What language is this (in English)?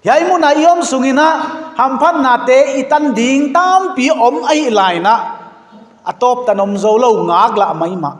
Paite Chin